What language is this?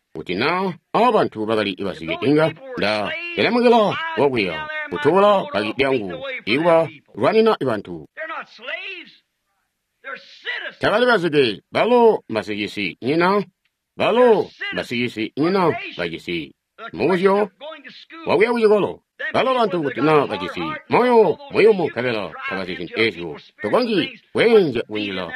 Tonga (Zambia)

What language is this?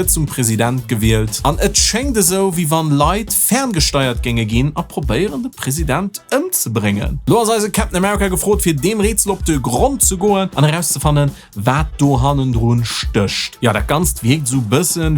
Luxembourgish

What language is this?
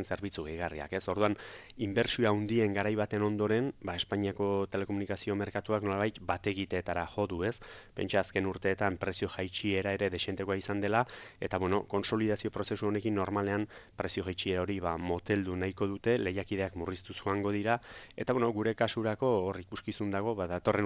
Basque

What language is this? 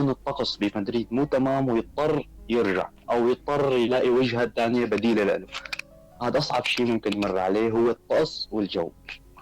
North Levantine Arabic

